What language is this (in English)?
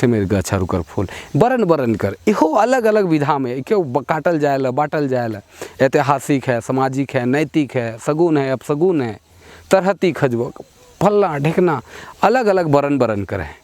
Sadri